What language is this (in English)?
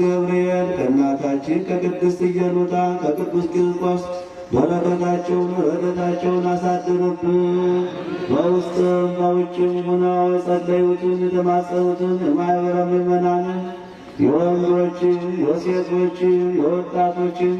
Amharic